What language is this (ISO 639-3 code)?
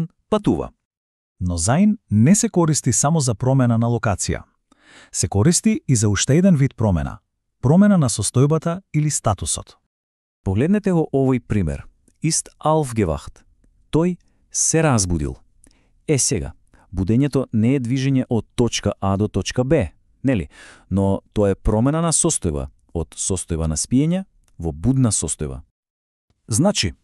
mkd